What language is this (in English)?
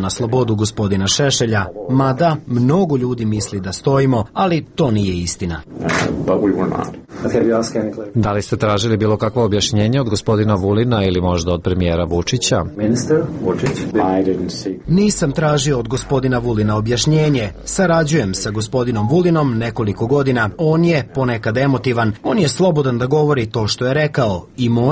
Serbian